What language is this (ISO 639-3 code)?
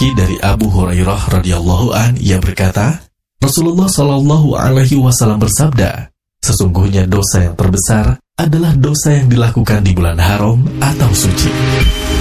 ind